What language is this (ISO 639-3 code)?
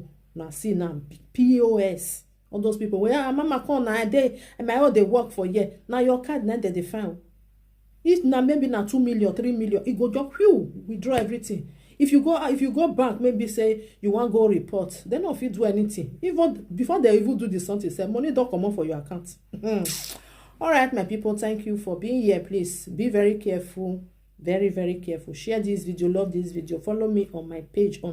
pcm